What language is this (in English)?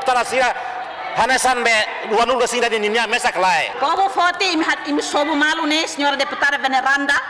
Tetum